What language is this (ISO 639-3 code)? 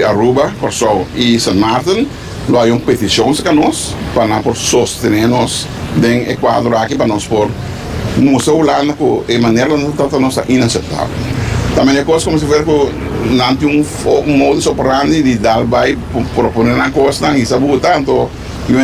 pap